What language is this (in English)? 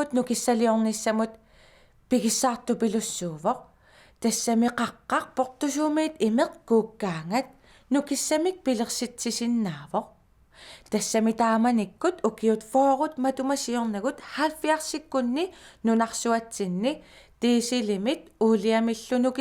Kalaallisut